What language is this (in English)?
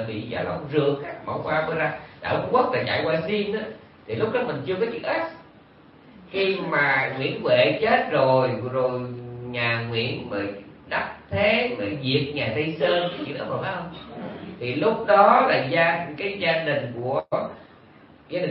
Vietnamese